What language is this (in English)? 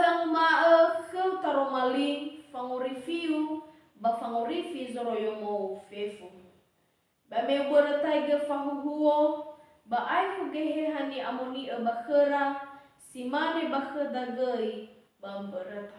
Nias